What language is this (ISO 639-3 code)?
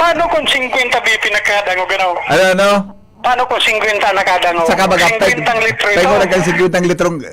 bik